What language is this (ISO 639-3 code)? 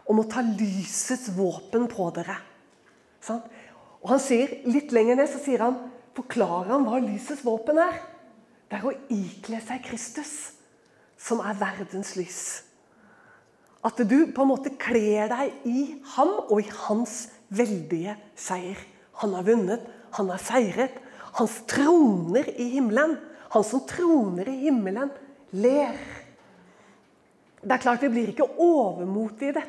nor